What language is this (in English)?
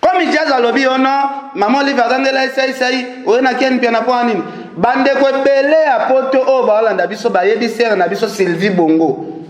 Lingala